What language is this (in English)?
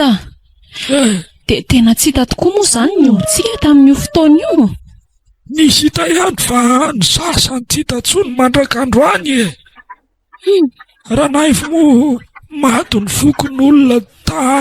Malagasy